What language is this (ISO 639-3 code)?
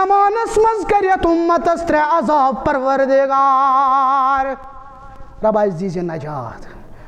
kas